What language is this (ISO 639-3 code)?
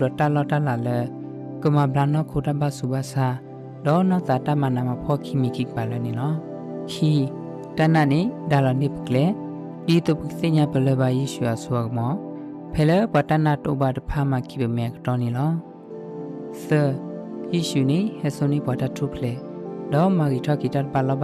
ksw